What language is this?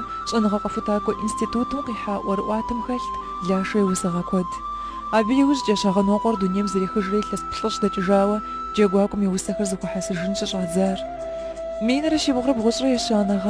Kabardian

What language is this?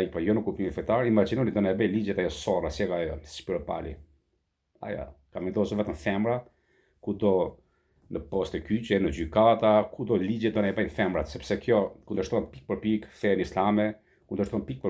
Albanian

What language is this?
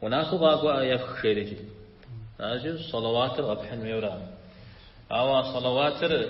Kabardian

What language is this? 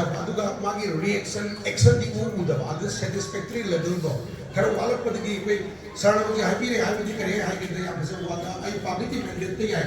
Manipuri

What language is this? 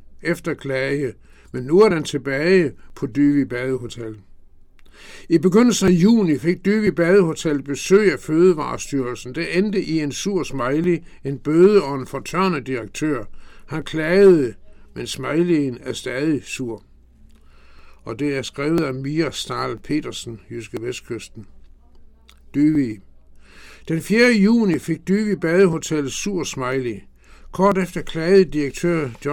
Danish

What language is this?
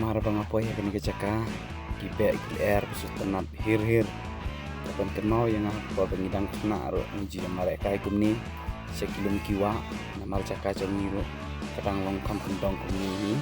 Khasi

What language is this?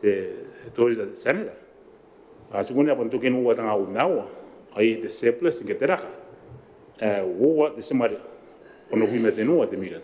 Gilbertese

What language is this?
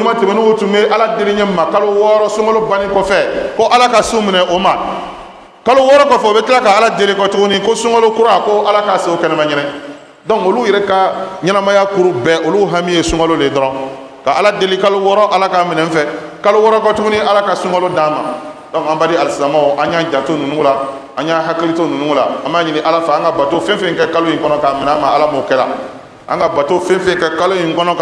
Bambara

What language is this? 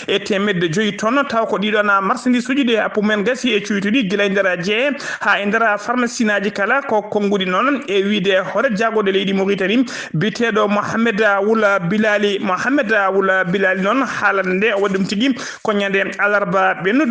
Fula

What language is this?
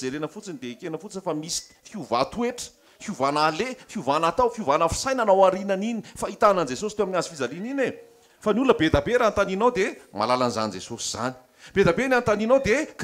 Malagasy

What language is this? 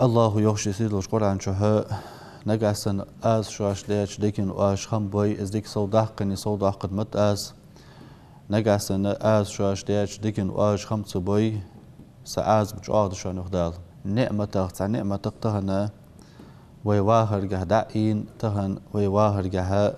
Ingush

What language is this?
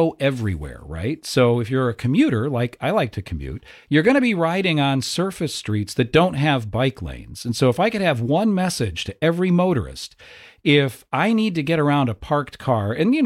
English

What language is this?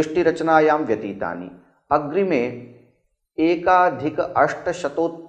Sanskrit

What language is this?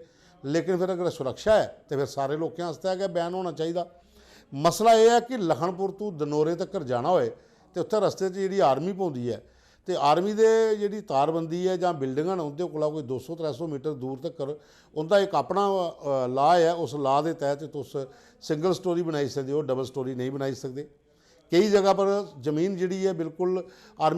Dogri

